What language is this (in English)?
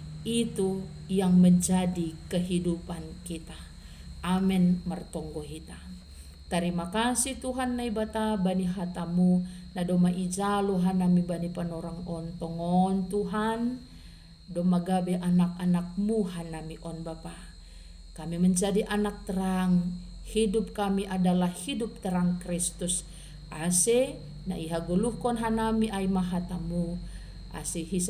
Batak Simalungun